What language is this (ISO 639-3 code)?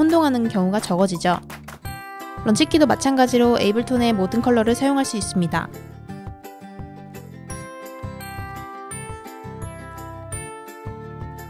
kor